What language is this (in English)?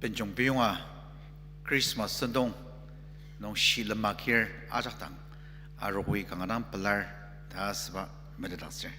Ao Naga